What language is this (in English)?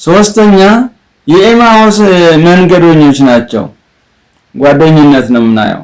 Amharic